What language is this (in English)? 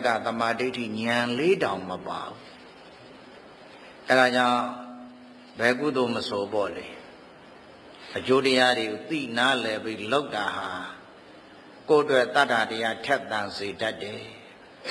Burmese